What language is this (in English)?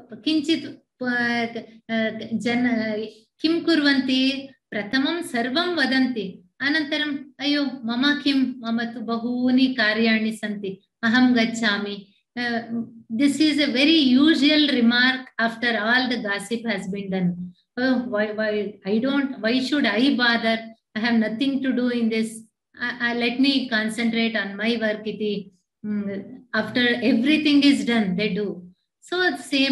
Sanskrit